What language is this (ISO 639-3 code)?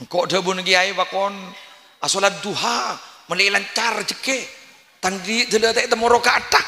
mad